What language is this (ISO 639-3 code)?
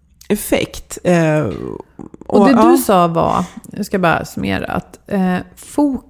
swe